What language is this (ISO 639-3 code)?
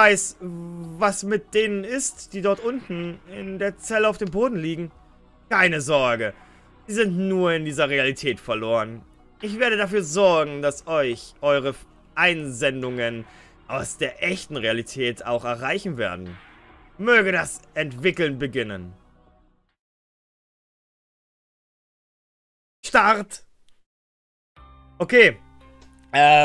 deu